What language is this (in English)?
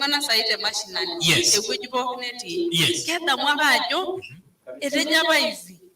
Masai